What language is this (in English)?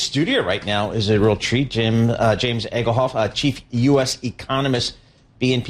English